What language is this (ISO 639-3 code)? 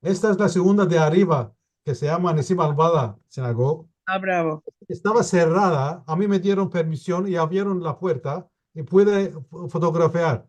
lad